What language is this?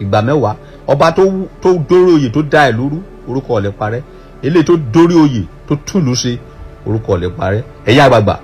Yoruba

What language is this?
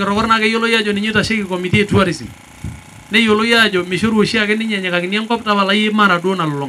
Masai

